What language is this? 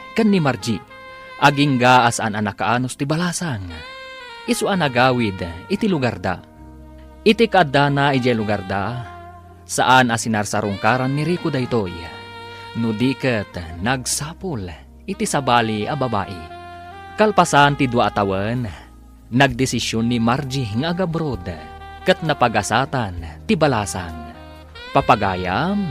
Iloko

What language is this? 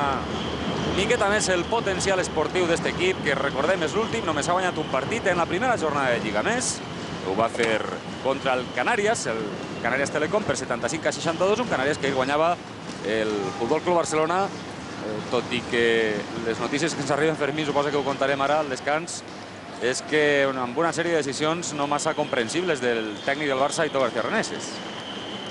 Catalan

